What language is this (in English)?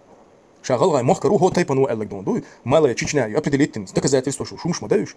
Chechen